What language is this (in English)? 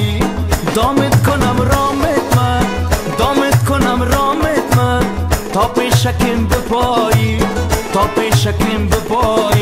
Persian